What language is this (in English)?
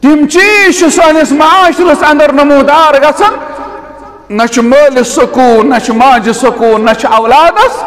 Kashmiri